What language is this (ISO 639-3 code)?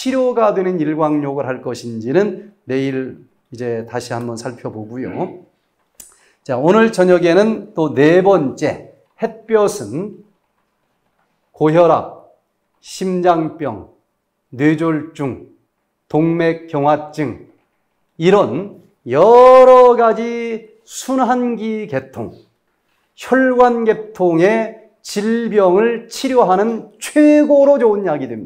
kor